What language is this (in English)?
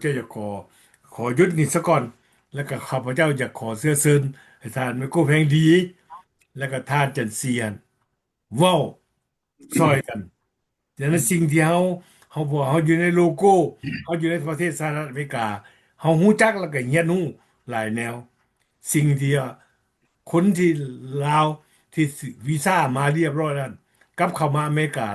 Lao